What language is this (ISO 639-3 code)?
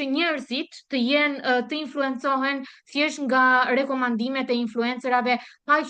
sqi